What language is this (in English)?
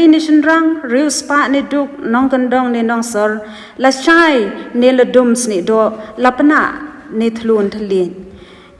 Khasi